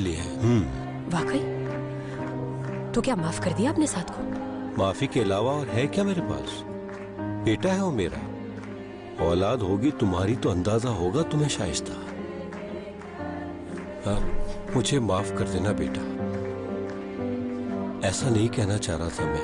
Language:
Hindi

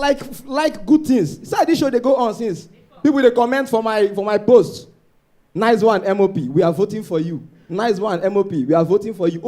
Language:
Nigerian Pidgin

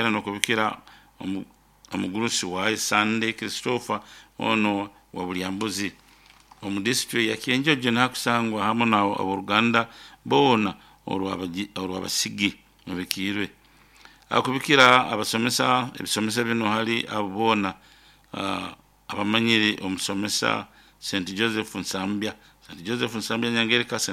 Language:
Nyoro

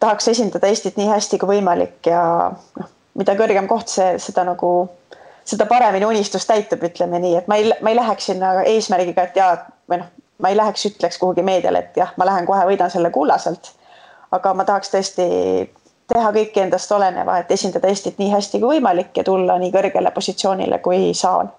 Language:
Estonian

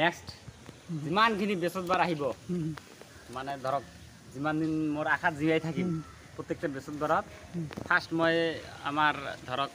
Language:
Assamese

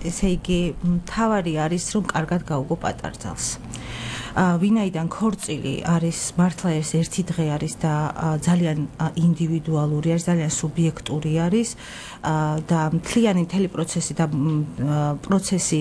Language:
Georgian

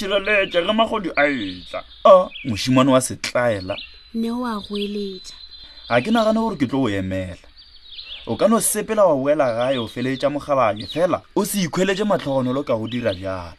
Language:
Northern Sotho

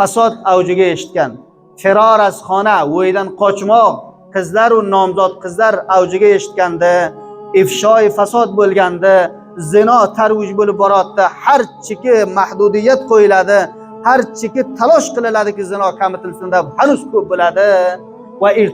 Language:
Uzbek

